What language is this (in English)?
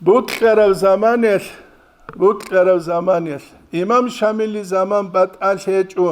Avaric